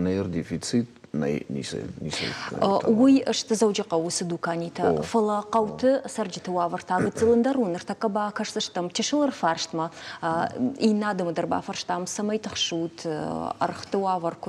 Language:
Ossetic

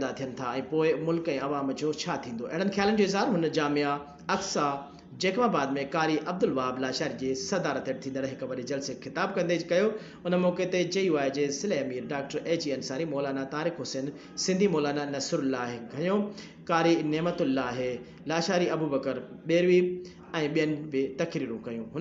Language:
Sindhi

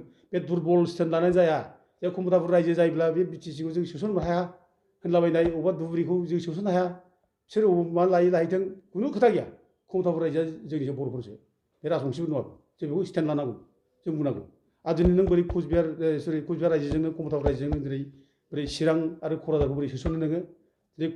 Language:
Bodo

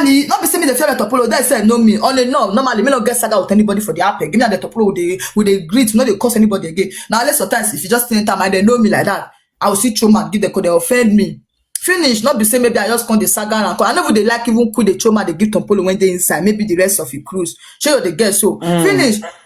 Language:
Nigerian Pidgin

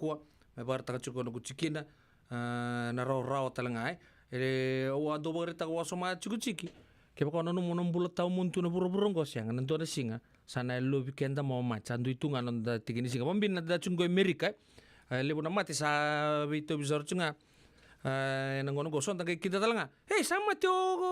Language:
Fijian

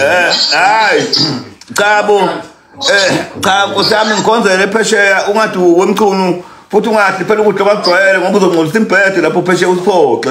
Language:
Zulu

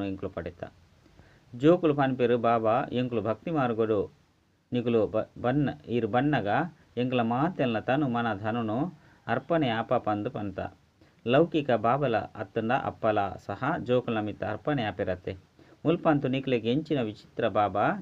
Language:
Tulu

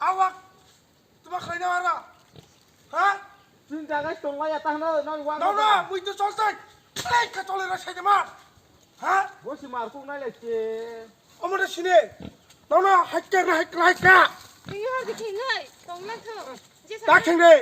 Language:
Kok Borok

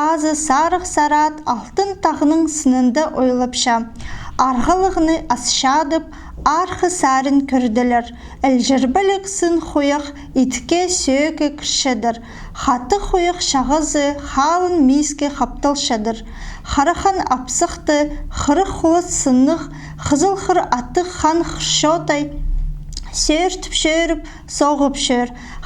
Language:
Khakas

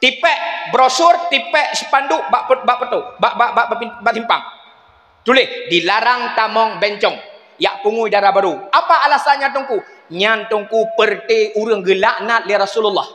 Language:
Achinese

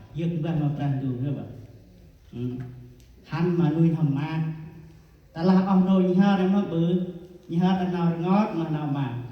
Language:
Central Mnong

